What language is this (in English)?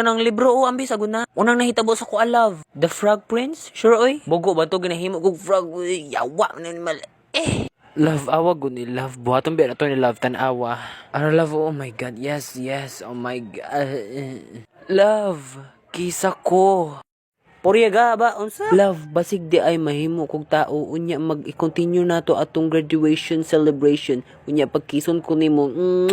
Cebuano